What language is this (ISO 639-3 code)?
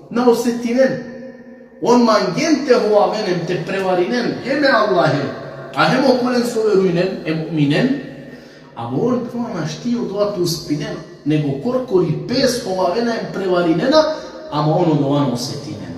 rmn